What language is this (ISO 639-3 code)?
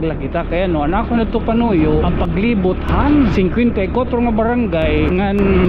war